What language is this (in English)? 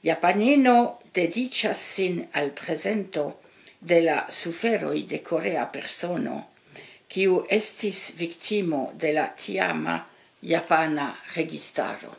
Esperanto